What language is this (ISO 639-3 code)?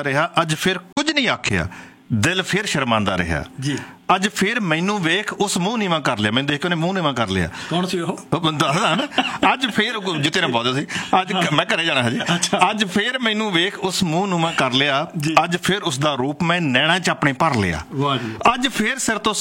pan